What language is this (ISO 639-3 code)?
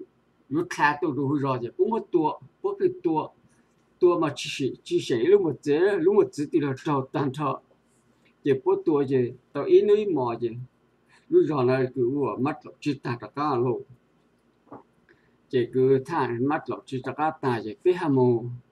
vie